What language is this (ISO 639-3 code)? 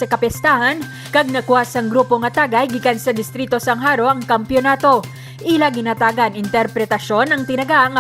hil